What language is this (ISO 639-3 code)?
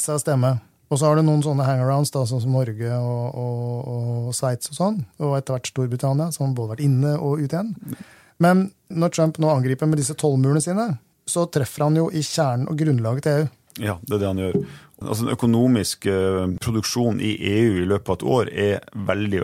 nor